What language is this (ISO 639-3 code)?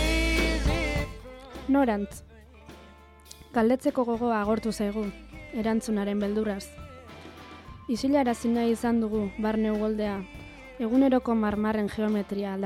eus